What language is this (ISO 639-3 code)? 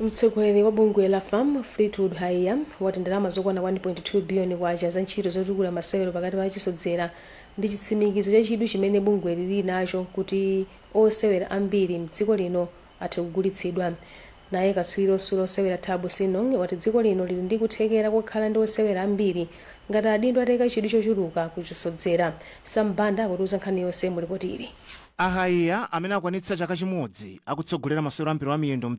nya